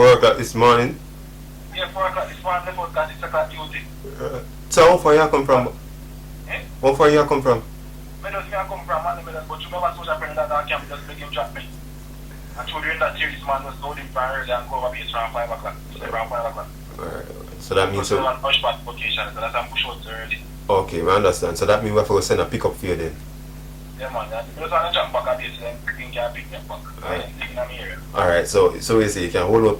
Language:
Jamaican Creole English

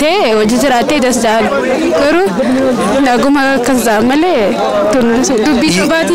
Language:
Oromo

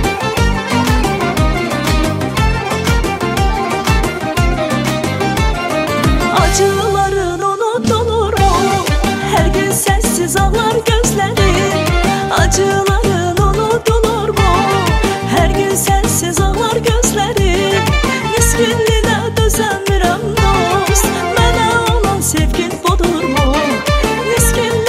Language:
Turkish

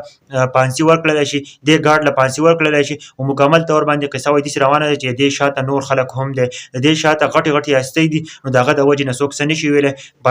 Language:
Pashto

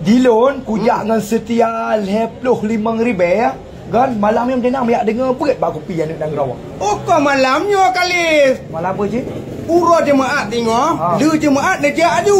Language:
Achinese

